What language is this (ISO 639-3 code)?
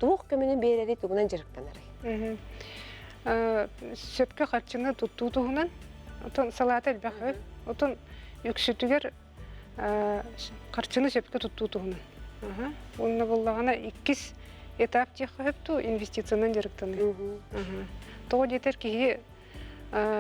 sah